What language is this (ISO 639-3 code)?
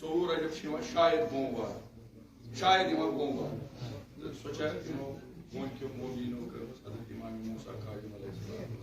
kas